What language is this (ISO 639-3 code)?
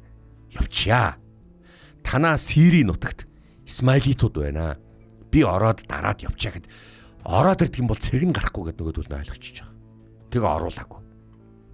mon